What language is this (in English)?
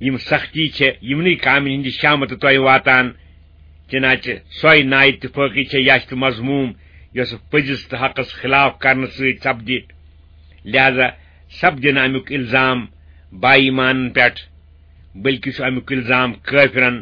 Kashmiri